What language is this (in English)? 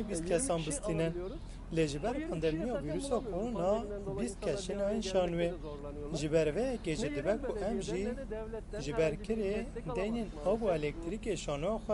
Kurdish